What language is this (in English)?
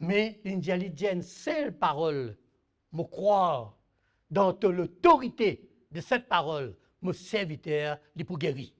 Morisyen